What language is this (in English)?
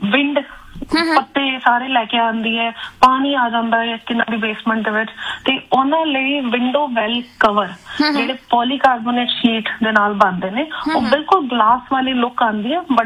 Punjabi